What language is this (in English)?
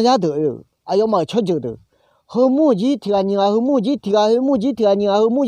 Akha